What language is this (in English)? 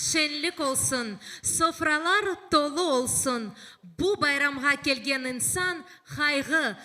Crimean Tatar